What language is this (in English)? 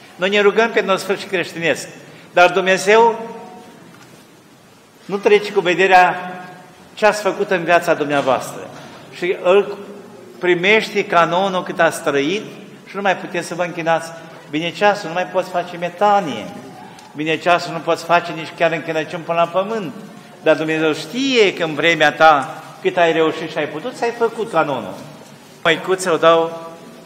Romanian